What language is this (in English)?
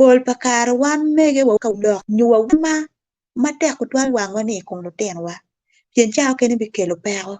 Acoli